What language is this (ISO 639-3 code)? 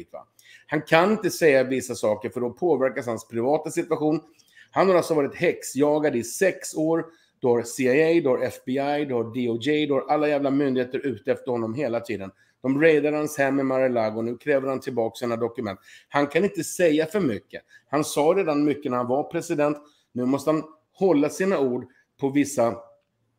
swe